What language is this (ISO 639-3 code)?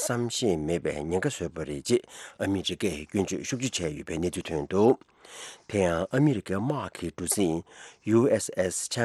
bod